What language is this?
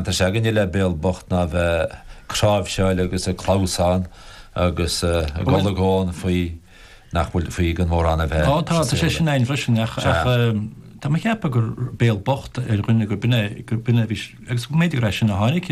Irish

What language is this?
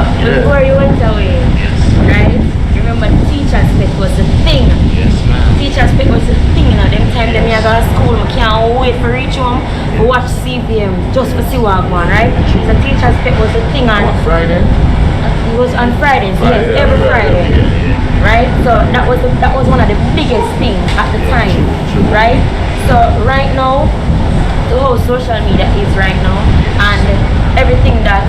Jamaican Creole English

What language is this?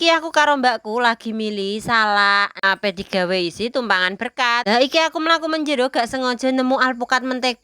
Javanese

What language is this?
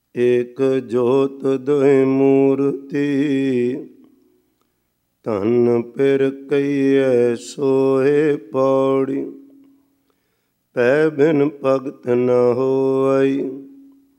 Punjabi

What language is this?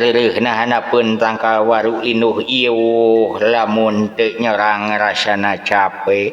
Sundanese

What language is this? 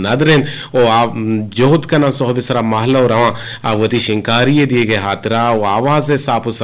Eastern Balochi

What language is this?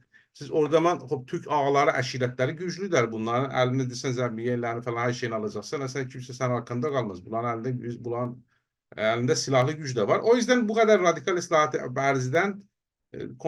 South Azerbaijani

